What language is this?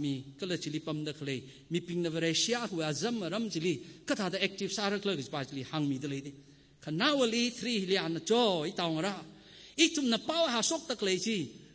Tangkhul Naga (India)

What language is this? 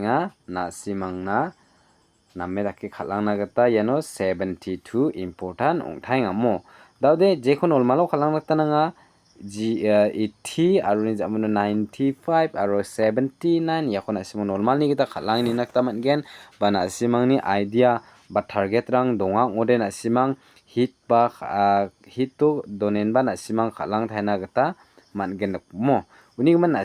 Garo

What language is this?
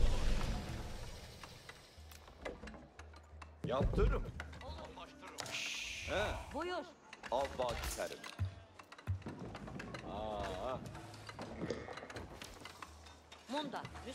Hungarian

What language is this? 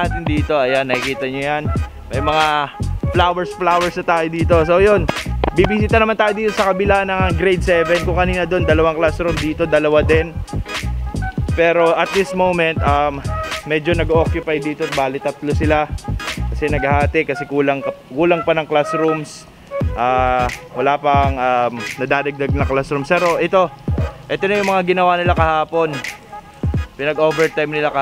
Filipino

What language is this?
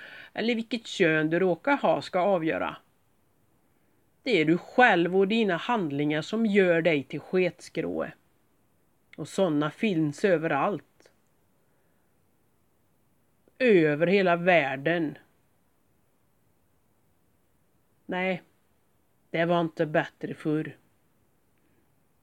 Swedish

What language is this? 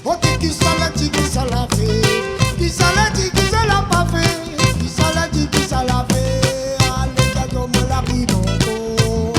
Réunion Creole French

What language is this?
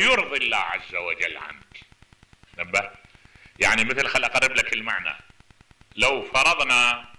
Mesopotamian Arabic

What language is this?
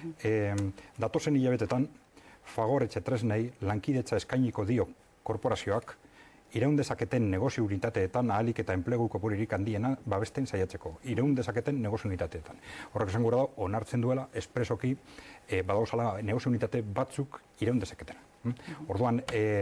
Basque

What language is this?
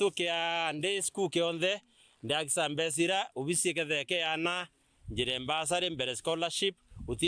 Meru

